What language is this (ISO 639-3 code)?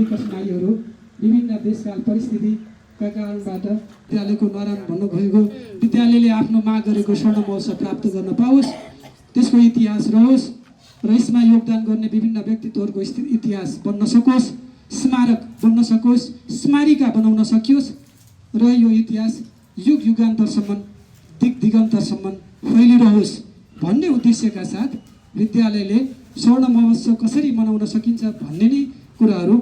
nep